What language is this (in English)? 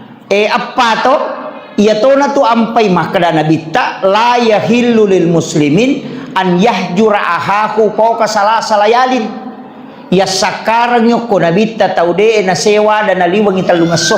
Buginese